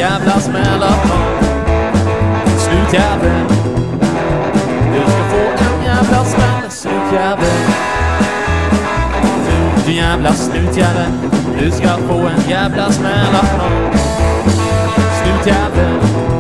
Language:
Swedish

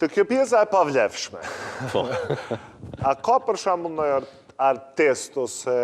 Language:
Albanian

